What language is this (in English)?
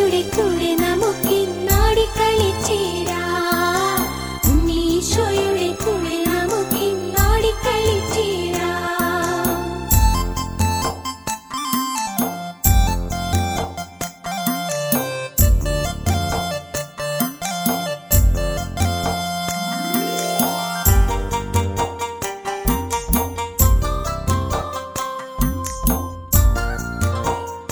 Malayalam